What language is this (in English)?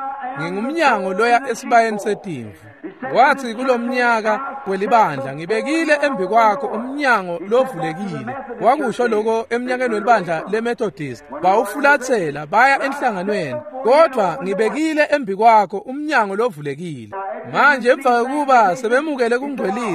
Swati